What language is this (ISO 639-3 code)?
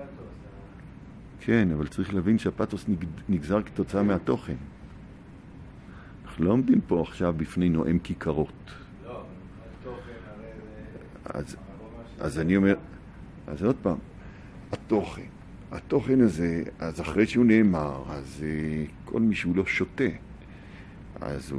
heb